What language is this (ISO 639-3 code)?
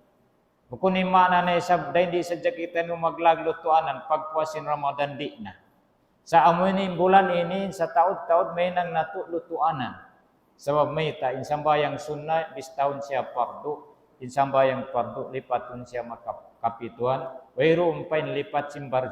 tsg